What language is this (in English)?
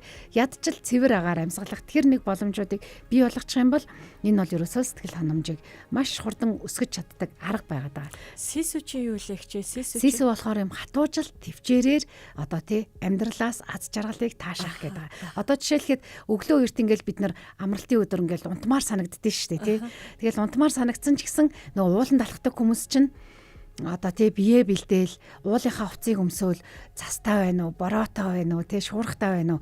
Mongolian